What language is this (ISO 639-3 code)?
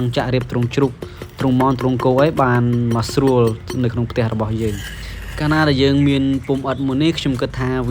khm